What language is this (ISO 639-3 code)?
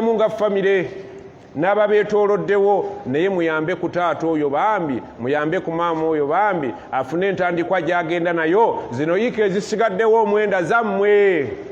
lug